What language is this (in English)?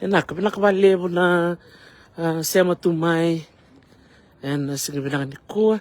Fijian